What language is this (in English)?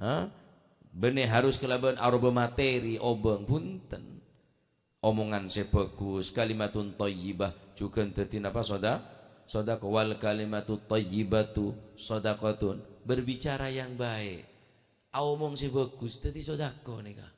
Madurese